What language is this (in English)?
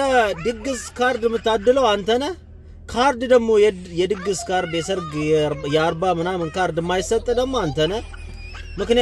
Amharic